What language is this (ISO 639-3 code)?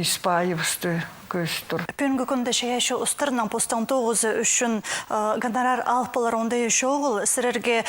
kjh